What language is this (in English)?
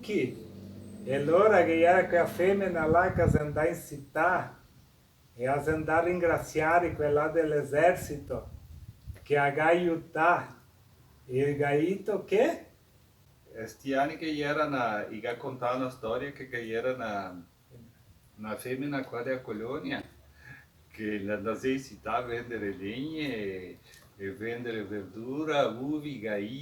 Venetian